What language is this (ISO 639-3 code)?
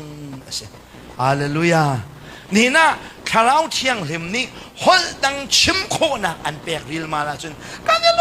cnh